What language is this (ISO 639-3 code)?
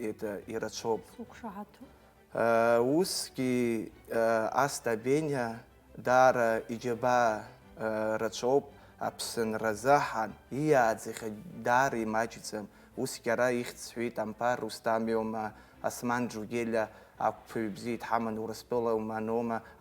abk